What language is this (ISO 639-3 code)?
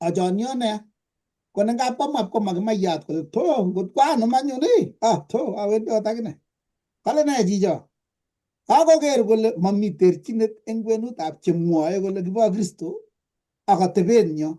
kln